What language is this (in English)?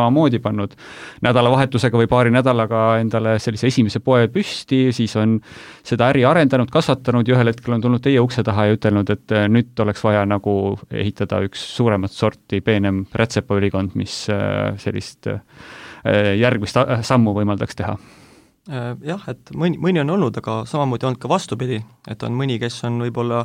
Estonian